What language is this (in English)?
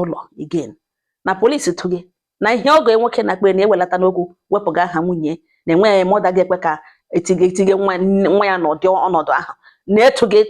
Igbo